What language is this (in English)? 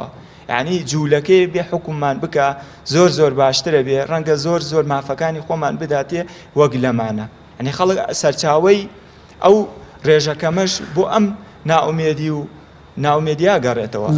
Central Kurdish